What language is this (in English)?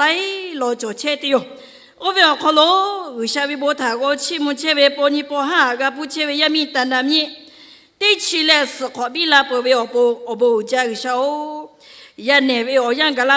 Lahu